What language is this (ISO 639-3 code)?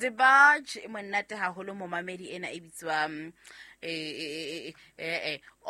sot